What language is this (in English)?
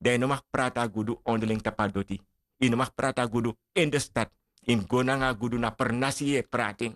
Sranan Tongo